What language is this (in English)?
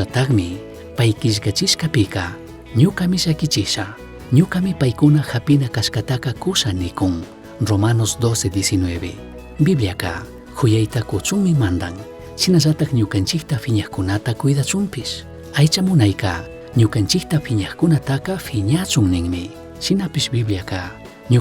Chimborazo Highland Quichua